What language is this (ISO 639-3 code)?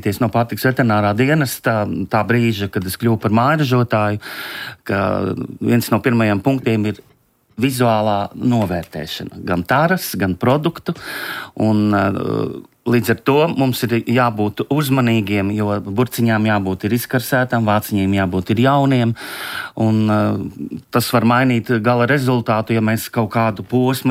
lav